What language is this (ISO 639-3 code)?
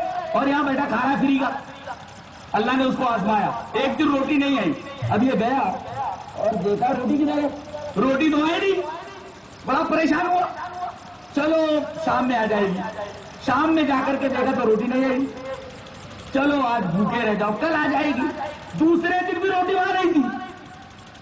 urd